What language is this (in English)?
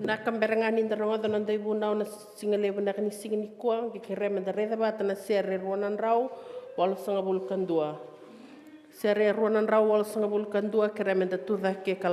Fijian